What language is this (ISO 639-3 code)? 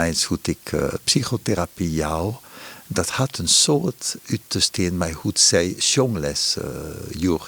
fry